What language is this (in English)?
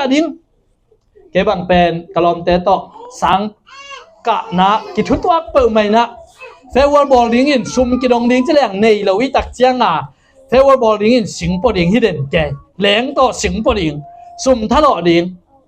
Tedim Chin